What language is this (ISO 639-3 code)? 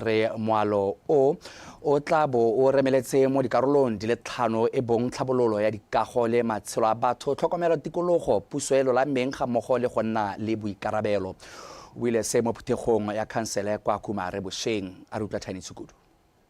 tsn